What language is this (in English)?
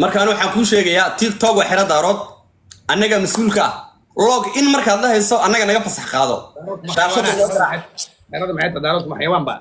Somali